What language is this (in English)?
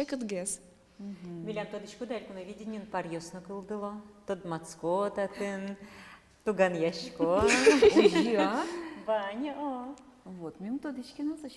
Udmurt